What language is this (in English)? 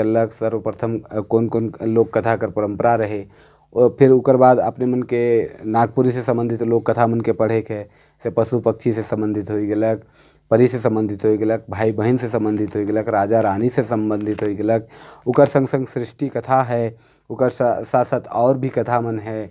Sadri